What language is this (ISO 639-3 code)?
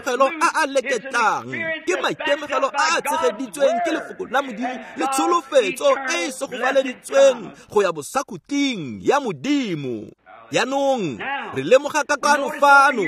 tsn